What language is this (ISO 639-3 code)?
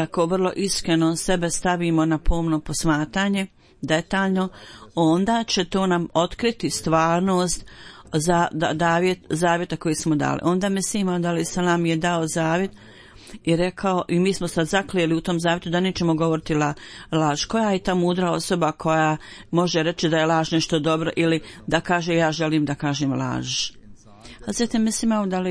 bos